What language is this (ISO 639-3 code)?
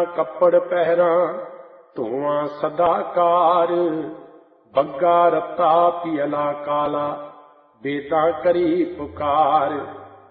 pan